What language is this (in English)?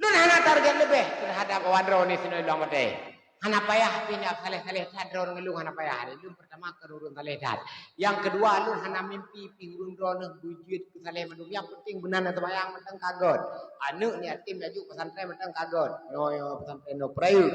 Achinese